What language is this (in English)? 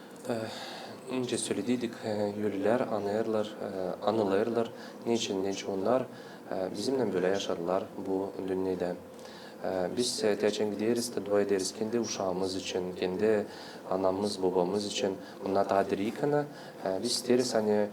Gagauz